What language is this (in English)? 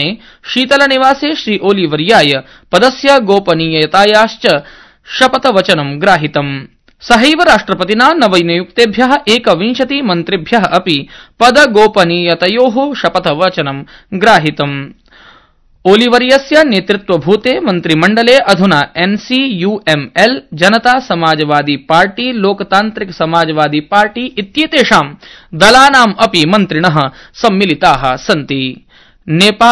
Sanskrit